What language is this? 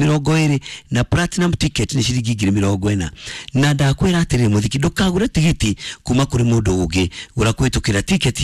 Kikuyu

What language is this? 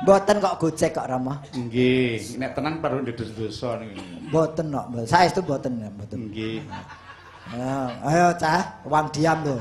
Javanese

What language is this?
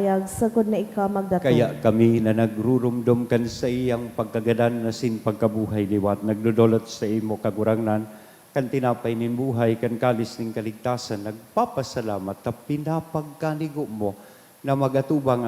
Bikol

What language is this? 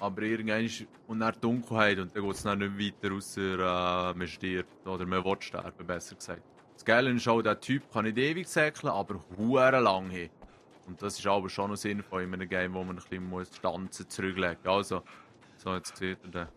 Swiss German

